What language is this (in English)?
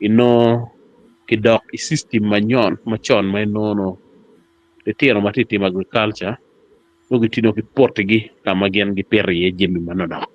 Acoli